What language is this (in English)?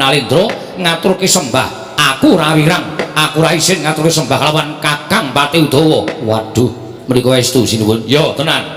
Javanese